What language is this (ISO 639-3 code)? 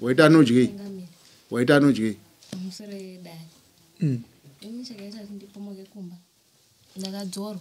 sna